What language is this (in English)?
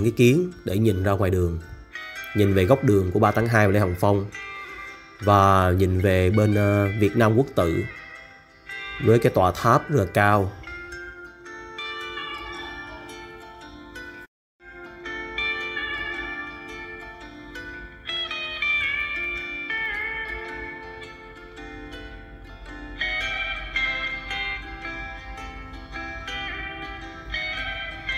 Vietnamese